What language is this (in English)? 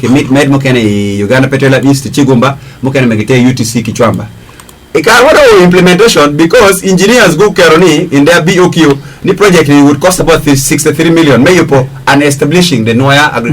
Acoli